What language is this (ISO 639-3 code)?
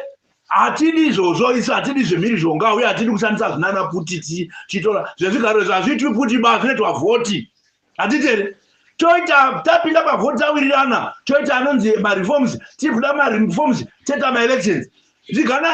sna